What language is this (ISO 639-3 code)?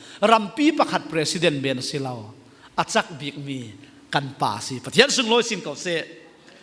cfm